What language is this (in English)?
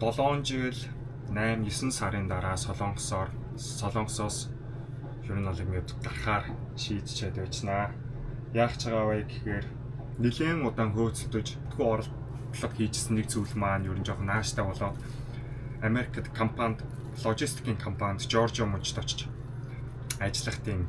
Mongolian